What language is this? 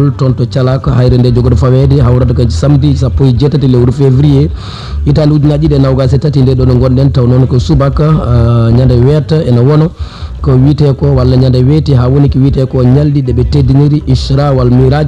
Fula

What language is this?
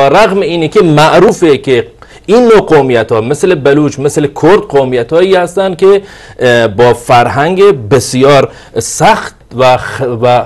Persian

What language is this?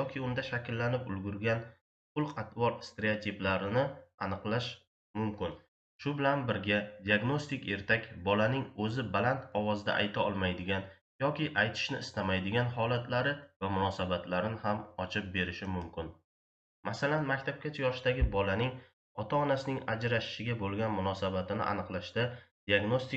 Uzbek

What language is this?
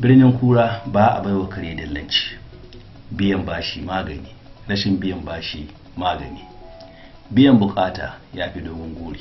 Hausa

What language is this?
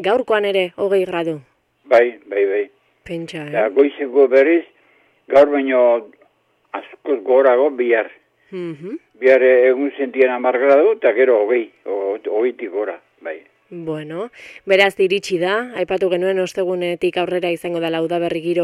Basque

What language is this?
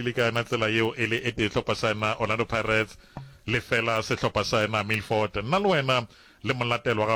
Northern Sotho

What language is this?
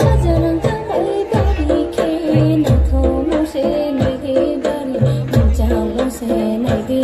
Kok Borok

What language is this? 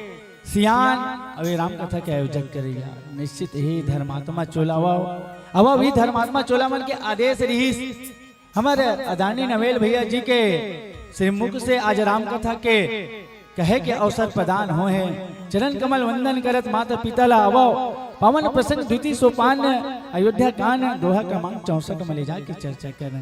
Chhattisgarhi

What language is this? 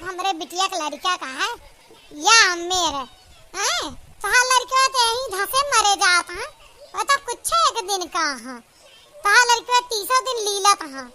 Awadhi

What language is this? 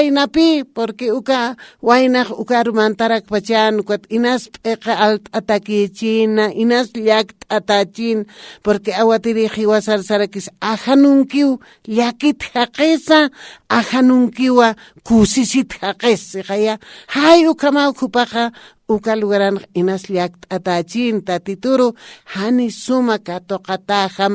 Aymara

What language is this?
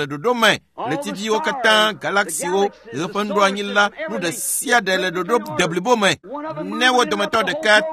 Ewe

